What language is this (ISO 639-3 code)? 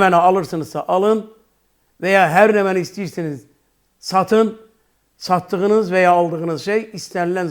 aze